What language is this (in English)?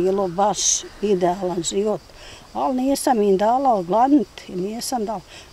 Bosnian